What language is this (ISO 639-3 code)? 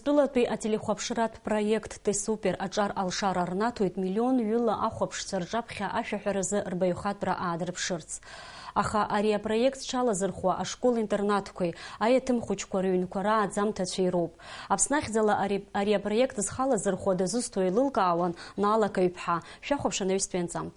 abk